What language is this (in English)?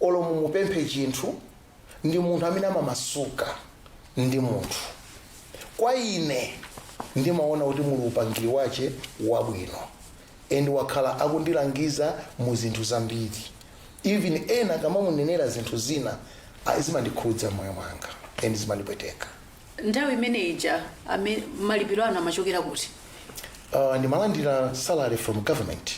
Nyanja